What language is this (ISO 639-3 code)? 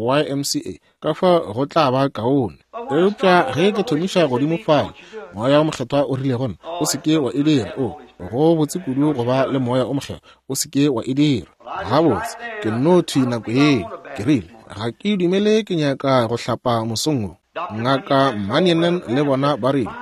nso